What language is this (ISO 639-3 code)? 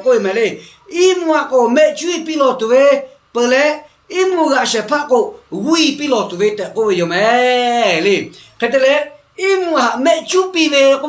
lhu